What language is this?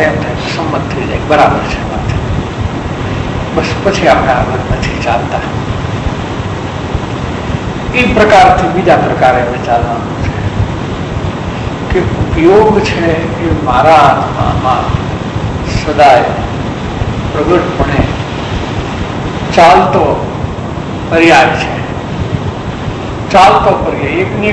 Gujarati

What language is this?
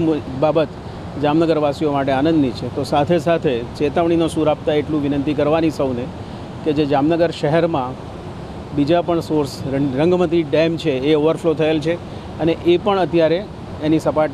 Gujarati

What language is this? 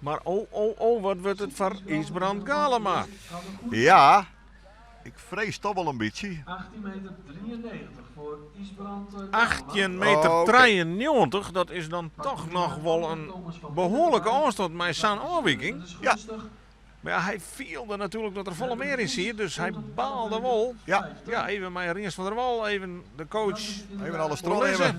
Western Frisian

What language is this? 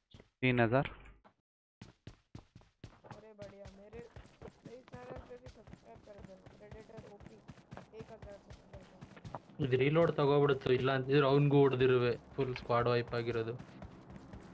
Kannada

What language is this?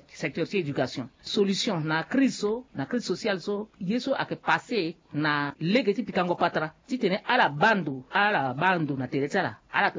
Sango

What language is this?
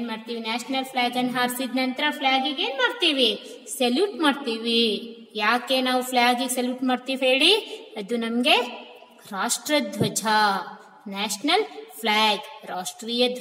Kannada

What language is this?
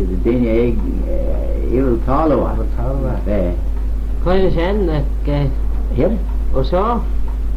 Manx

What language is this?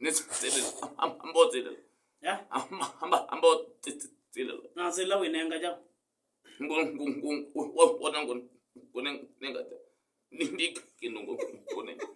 Kamba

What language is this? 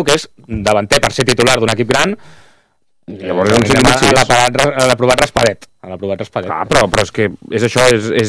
Catalan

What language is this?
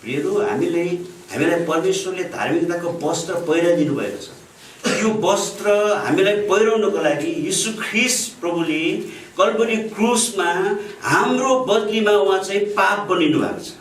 Nepali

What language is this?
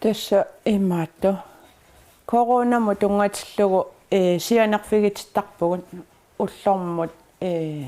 Kalaallisut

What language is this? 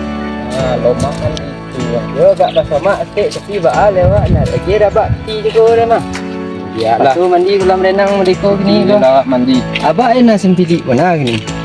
Minangkabau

